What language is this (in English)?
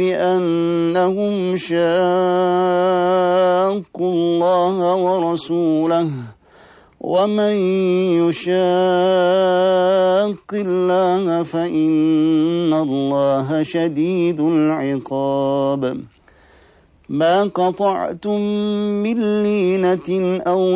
Arabic